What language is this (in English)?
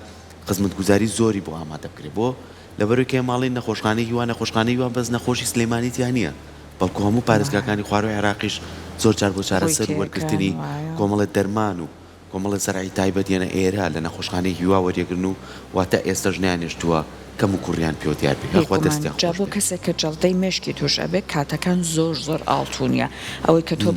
Central Kurdish